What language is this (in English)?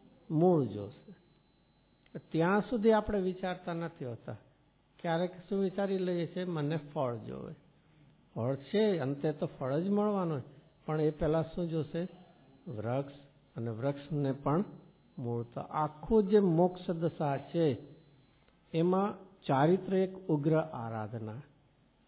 Gujarati